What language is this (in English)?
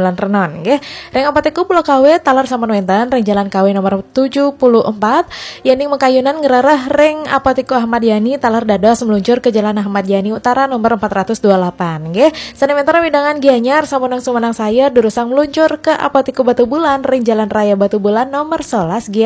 Balinese